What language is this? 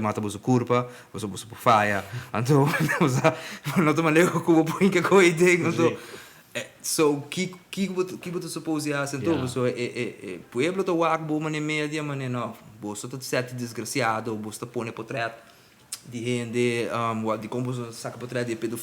Papiamento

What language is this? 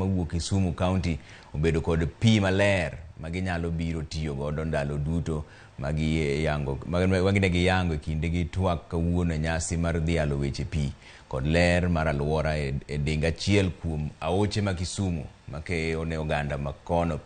Luo (Kenya and Tanzania)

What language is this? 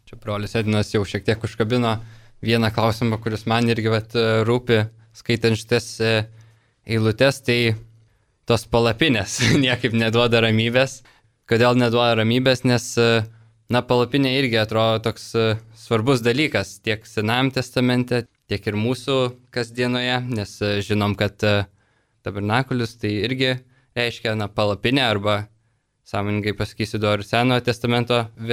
Lithuanian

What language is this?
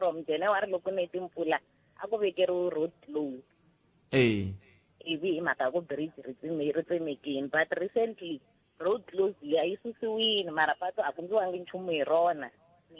Tsonga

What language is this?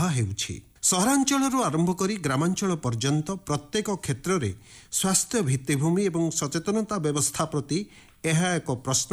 Odia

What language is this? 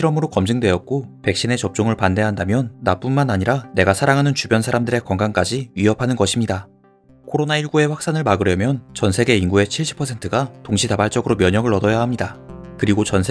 Korean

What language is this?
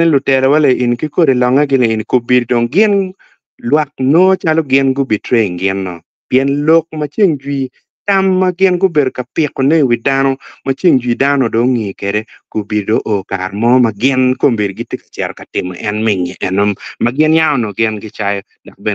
Acoli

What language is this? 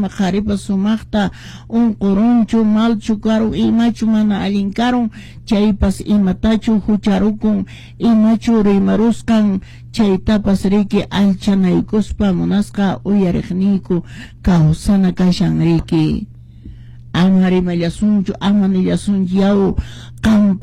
Quechua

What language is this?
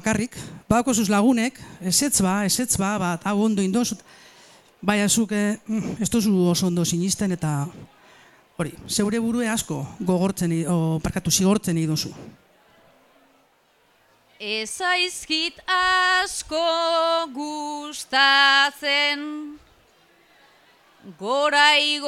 Basque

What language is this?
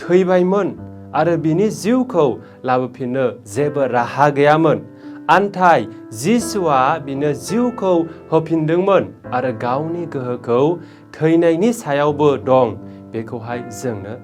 Bodo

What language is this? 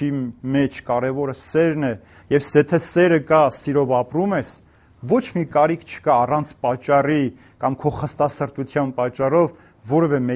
Armenian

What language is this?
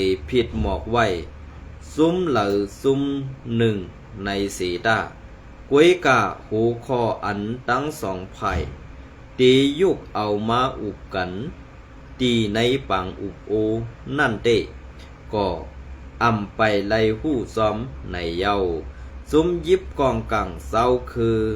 Shan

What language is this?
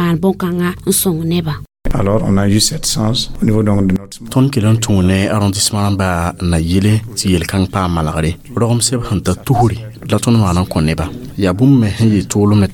Mossi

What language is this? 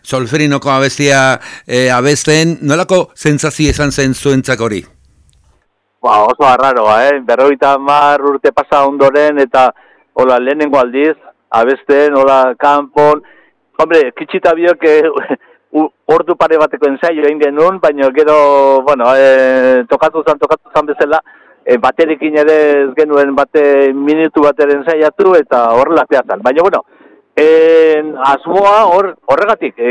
Basque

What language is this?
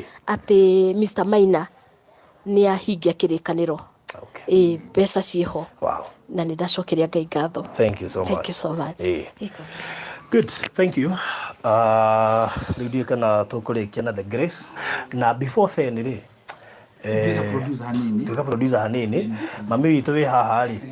Kikuyu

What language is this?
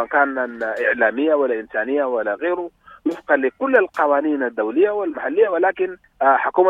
Sudanese Arabic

